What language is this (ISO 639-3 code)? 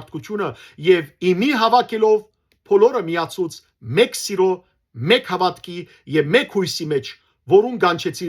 hyw